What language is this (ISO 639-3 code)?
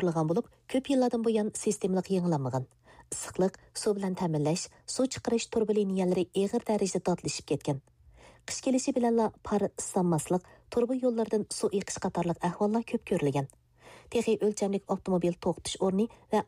uig